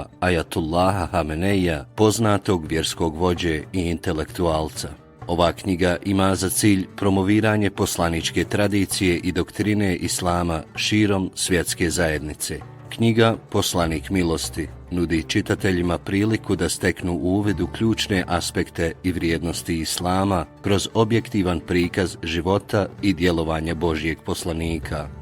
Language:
Bosnian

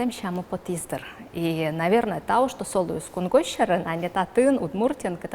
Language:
Udmurt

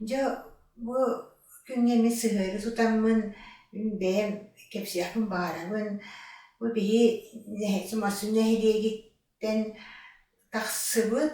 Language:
Yakut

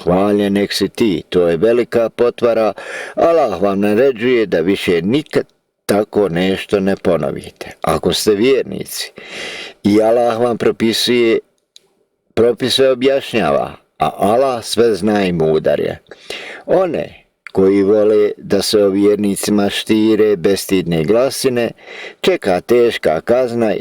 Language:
Bosnian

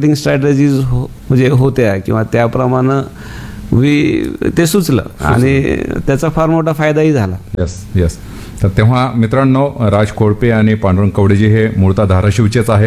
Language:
Marathi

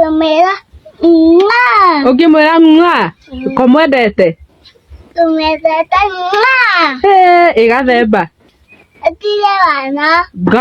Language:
Kikuyu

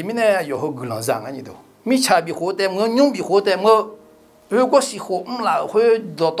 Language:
Akha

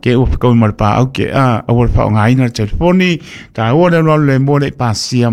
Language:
Samoan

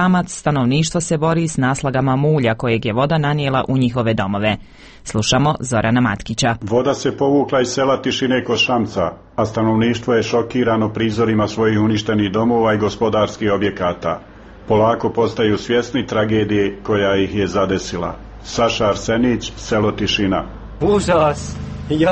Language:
Croatian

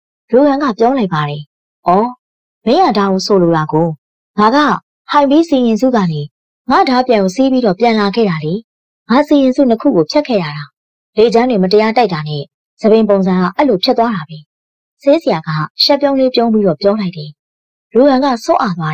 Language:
Burmese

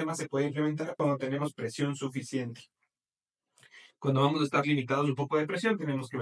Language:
Spanish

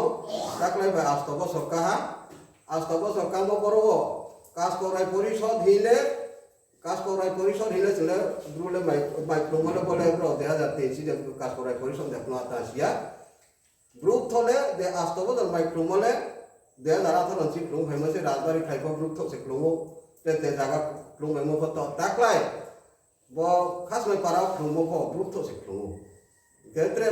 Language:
Riang (India)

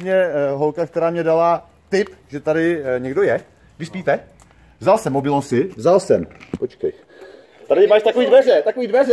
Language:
Czech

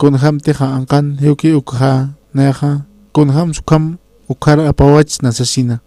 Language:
Aymara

